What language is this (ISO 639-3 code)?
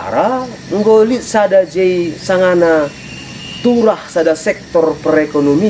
btx